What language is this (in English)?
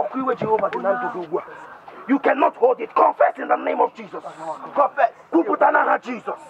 Igbo